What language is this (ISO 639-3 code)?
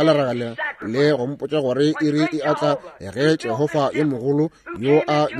nso